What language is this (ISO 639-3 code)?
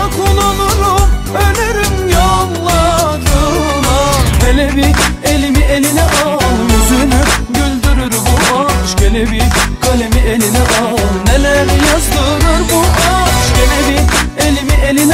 tur